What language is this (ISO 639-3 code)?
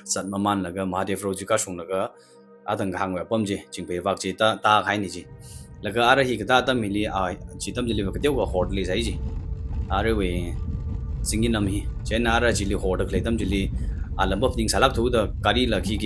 nmf